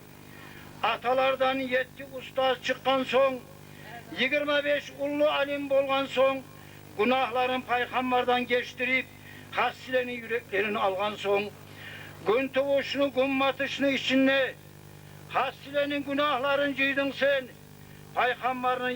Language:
Kumyk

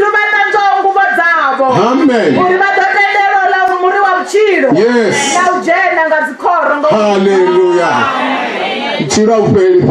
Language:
Venda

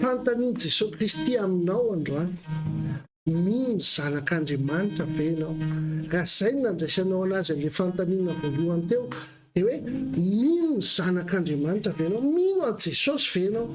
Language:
Malagasy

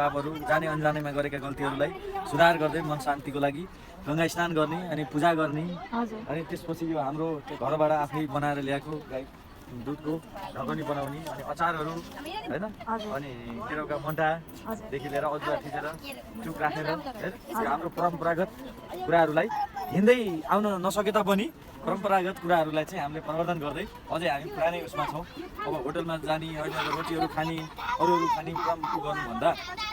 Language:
Nepali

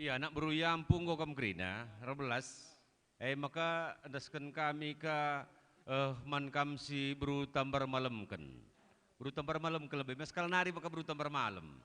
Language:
Batak Karo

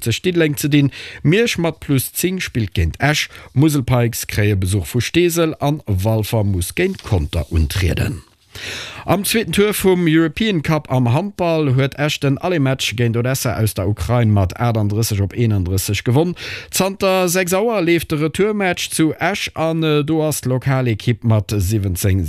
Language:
Luxembourgish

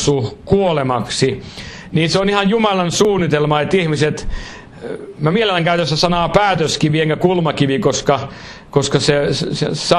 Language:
Finnish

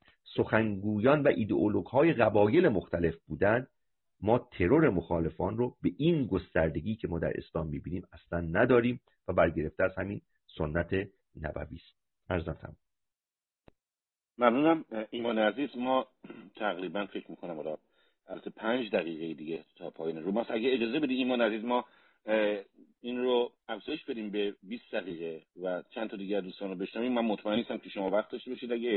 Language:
Persian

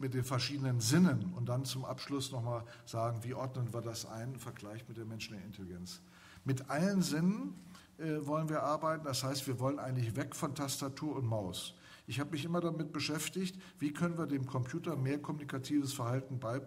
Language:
German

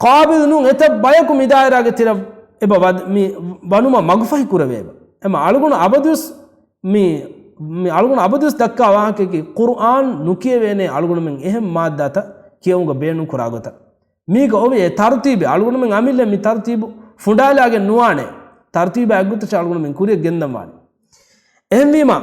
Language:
Divehi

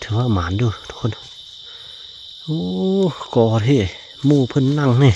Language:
Lao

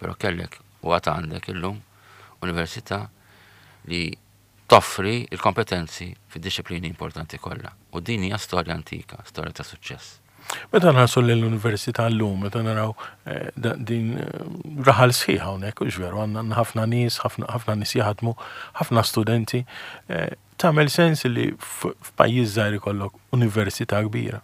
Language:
Maltese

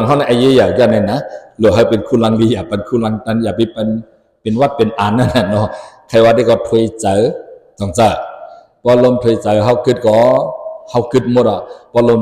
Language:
Shan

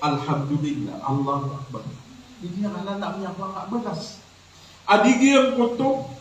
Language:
Maranao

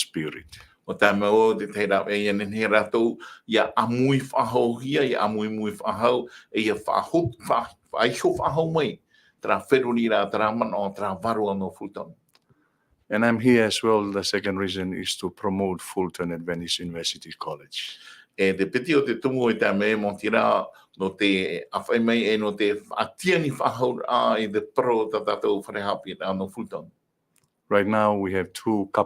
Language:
Tahitian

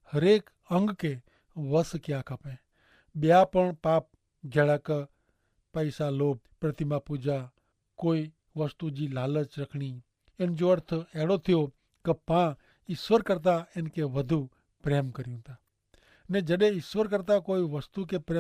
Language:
Kachhi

